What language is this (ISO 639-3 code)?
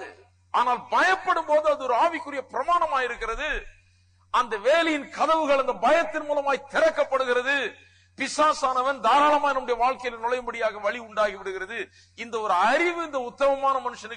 tam